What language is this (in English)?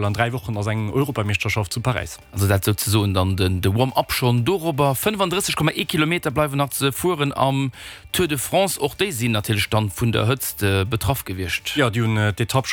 Luxembourgish